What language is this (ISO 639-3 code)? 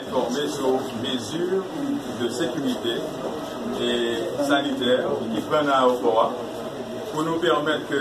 hat